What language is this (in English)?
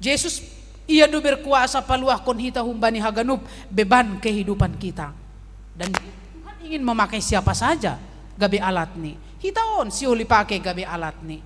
Batak Simalungun